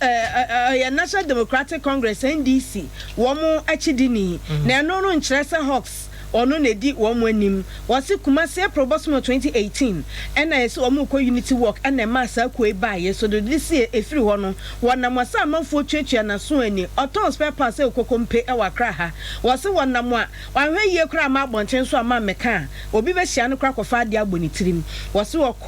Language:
Akan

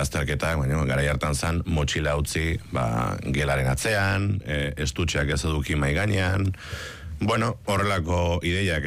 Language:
Basque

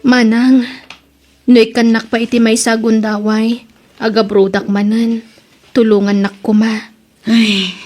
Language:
Iloko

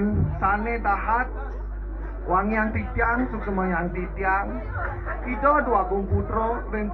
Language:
Balinese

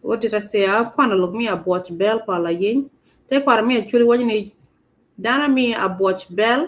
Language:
Acoli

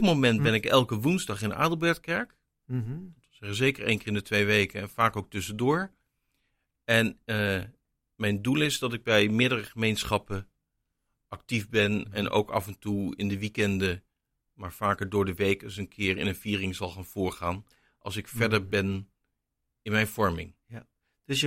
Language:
Dutch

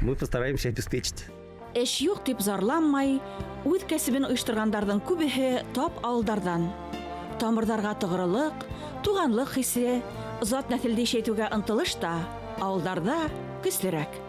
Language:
Bashkir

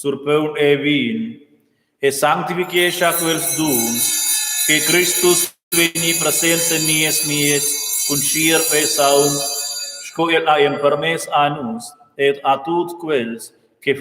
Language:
Romansh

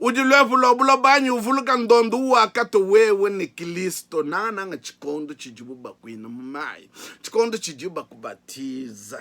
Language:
Luba-Lulua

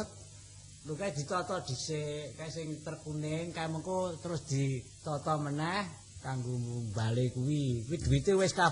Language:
Javanese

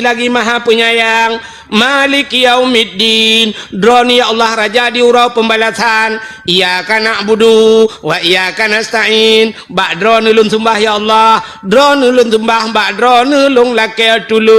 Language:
Achinese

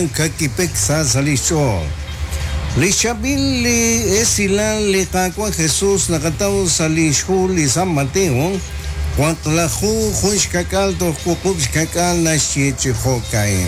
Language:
Kekchí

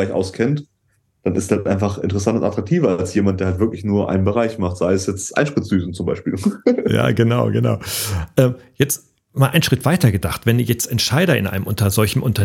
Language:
German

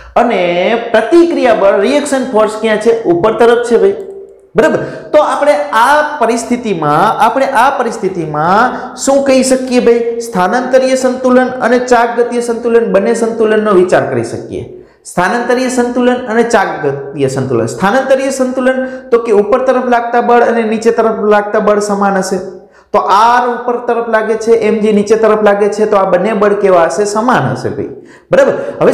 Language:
Gujarati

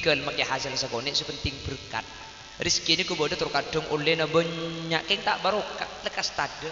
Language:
Madurese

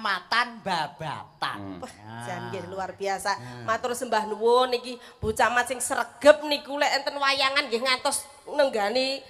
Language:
Javanese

